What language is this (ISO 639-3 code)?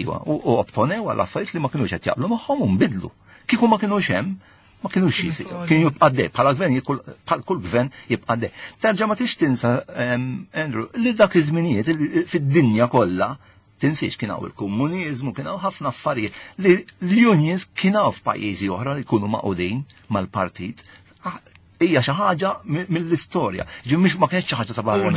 mlt